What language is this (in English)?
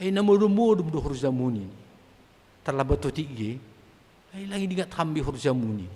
Batak Simalungun